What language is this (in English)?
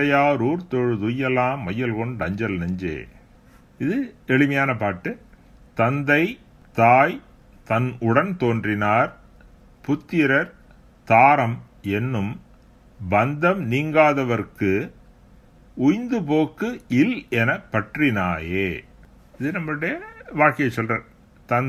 Tamil